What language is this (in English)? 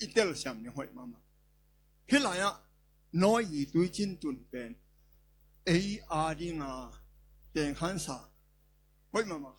Tedim Chin